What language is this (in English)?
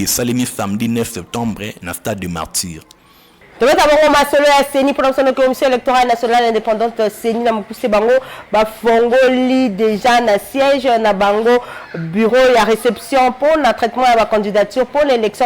Lingala